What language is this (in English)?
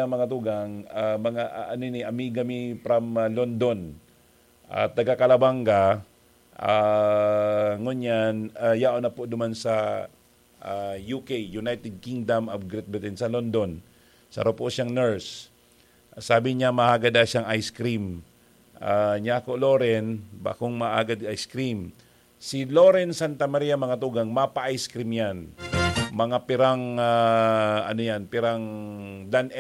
Bikol